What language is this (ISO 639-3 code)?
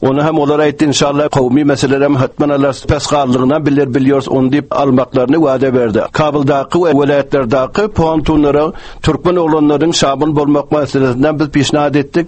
tuk